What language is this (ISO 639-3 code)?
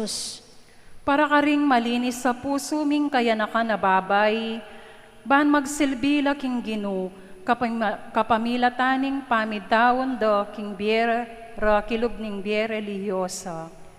pam